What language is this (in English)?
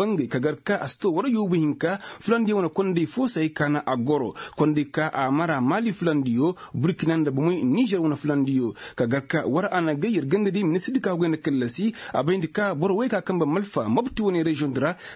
Koyraboro Senni